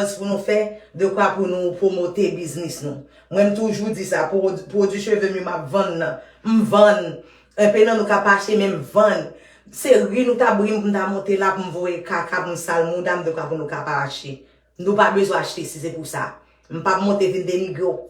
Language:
Haitian Creole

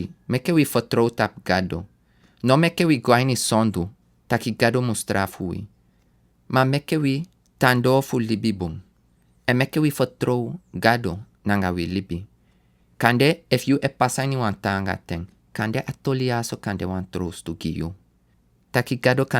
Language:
Sranan Tongo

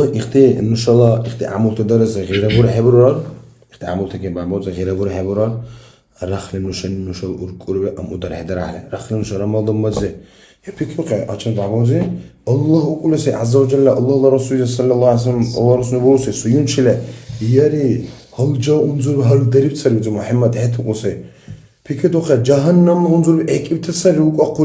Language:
Dargwa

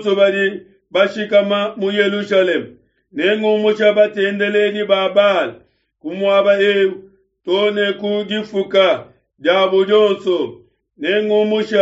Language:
Luba-Lulua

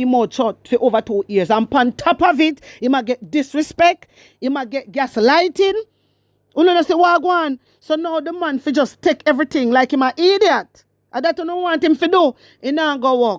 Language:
Jamaican Creole English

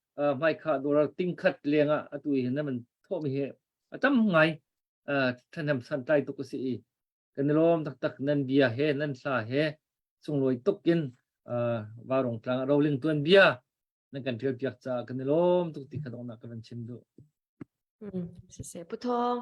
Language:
Hakha Chin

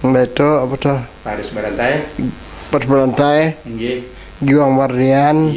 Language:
Banjar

